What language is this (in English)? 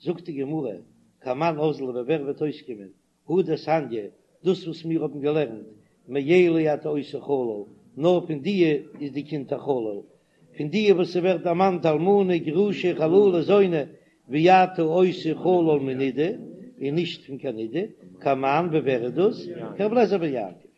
Yiddish